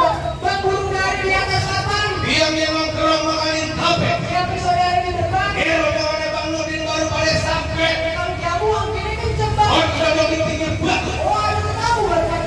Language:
Betawi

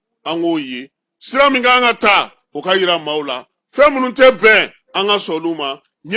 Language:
Bambara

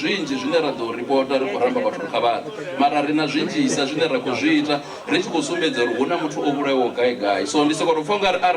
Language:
Venda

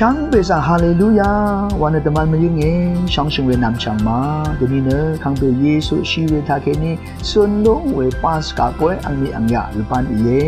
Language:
Rawang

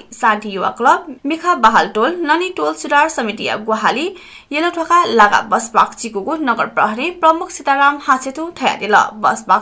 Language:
Newari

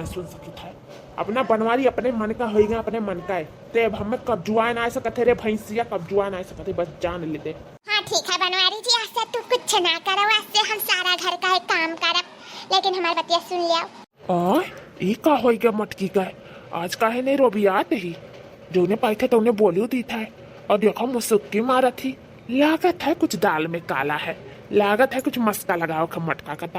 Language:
Awadhi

